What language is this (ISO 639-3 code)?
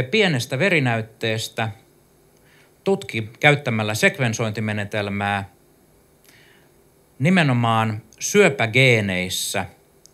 fin